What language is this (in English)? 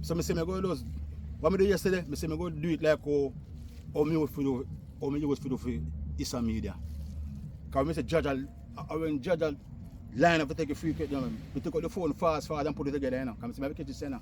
Jamaican Creole English